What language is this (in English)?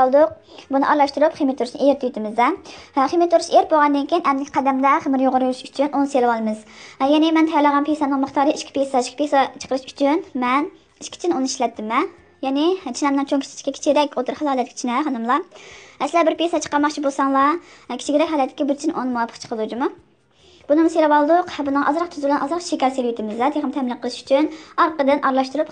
Uyghur